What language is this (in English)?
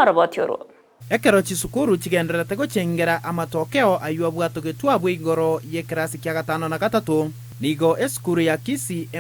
Gusii